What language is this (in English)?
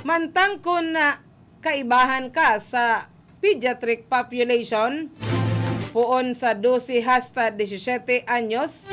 Bikol